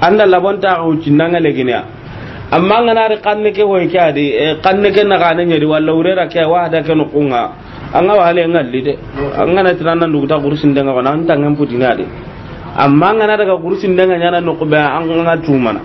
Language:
Soninke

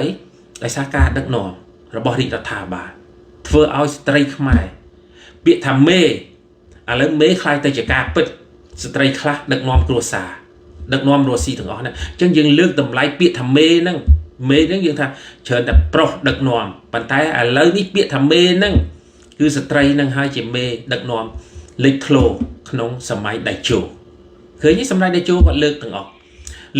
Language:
Khmer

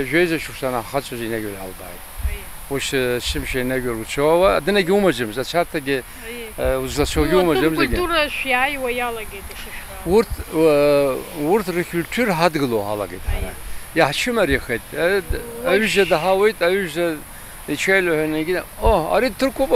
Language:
Abkhazian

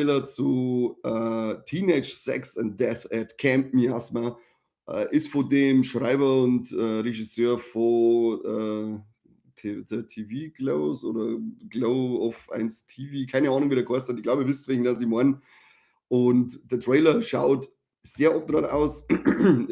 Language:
Bavarian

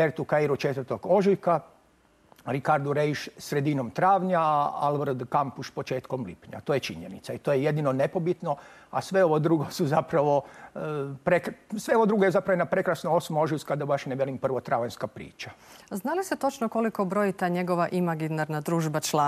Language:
Croatian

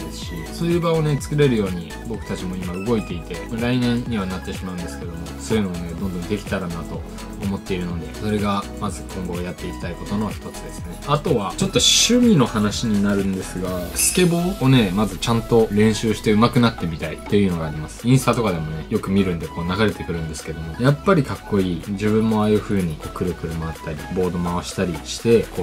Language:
Japanese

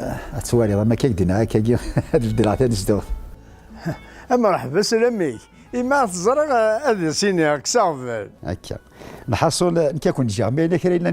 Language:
Kabyle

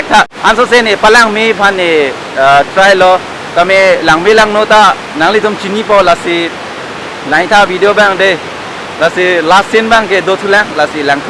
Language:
Karbi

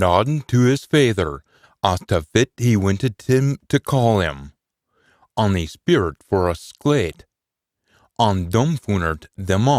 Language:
Scots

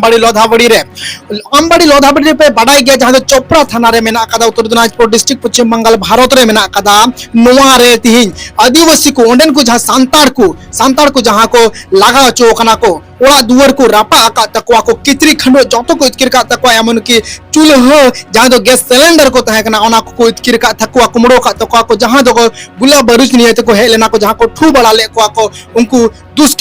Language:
Santali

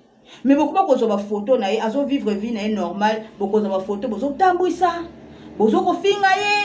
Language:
Lingala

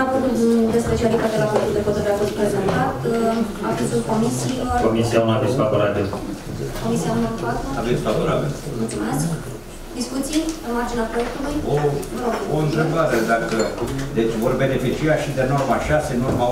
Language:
Romanian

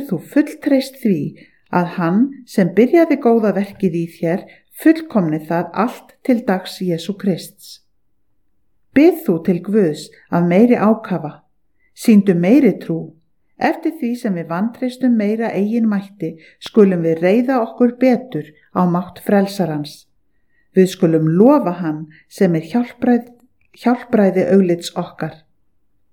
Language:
Icelandic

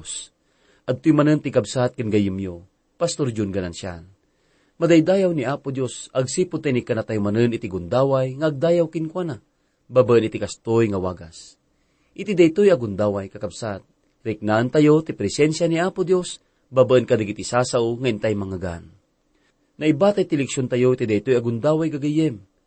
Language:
Iloko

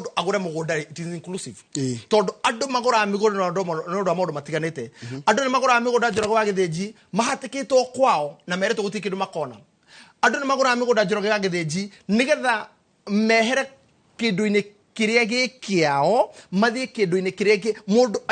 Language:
Kikuyu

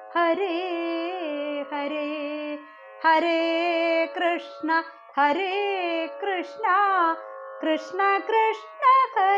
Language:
Malayalam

